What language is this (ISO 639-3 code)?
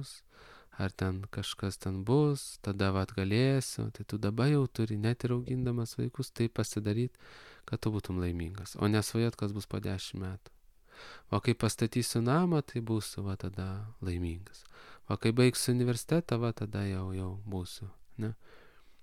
lit